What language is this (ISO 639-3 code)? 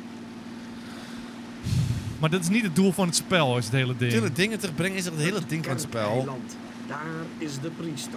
nld